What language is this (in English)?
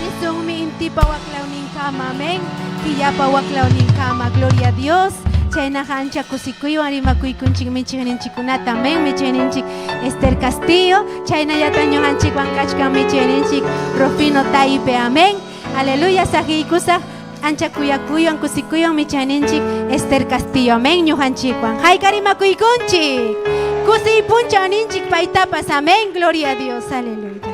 Ayacucho Quechua